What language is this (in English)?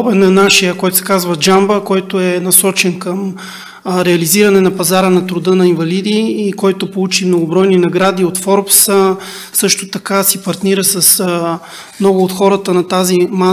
Bulgarian